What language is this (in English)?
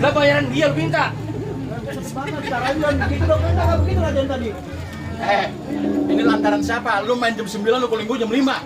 Betawi